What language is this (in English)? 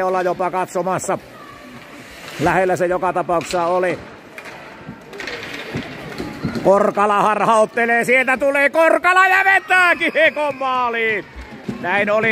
Finnish